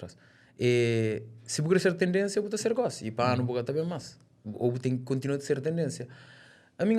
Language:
Kabuverdianu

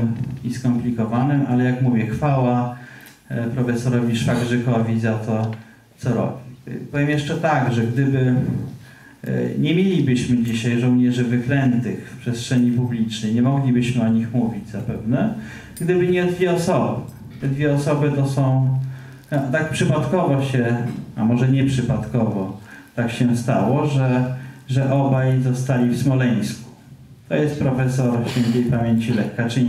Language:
Polish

